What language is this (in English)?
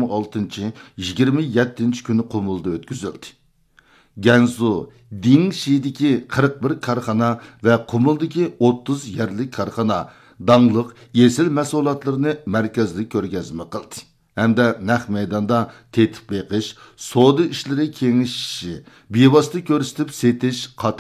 Uyghur